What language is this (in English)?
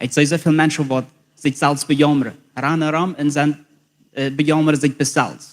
Plautdietsch